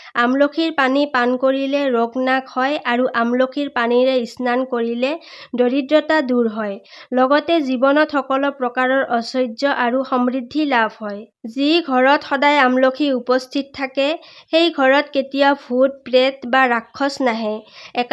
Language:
Assamese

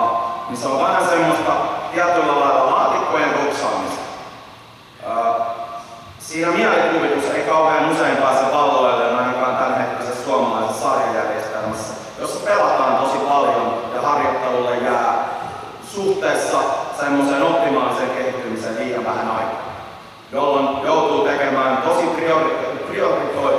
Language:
Finnish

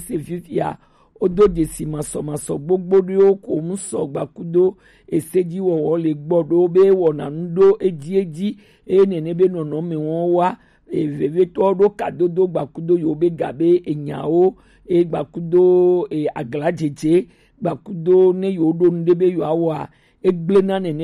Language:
Gen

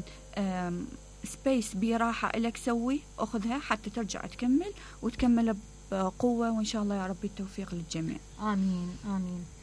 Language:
Mesopotamian Arabic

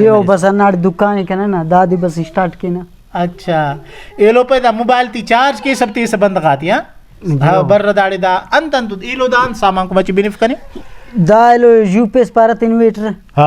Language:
Brahui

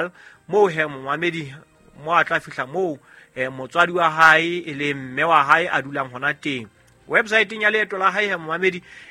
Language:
Southern Sotho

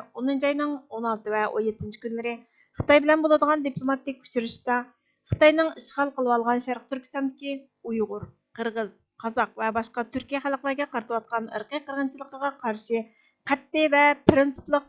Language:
Uyghur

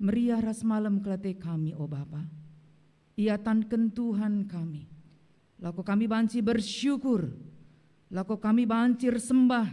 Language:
Batak Karo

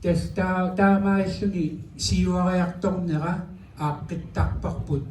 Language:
Kalaallisut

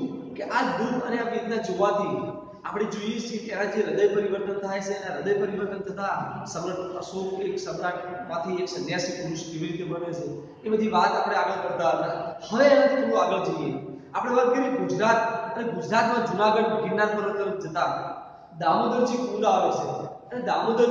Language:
Gujarati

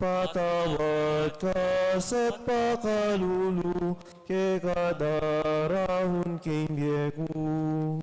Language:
Pampanga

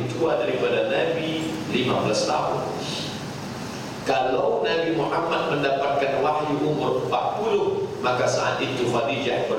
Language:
Malay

